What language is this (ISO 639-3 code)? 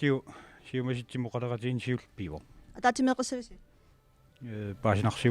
kal